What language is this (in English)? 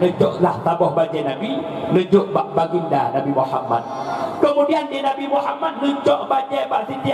Achinese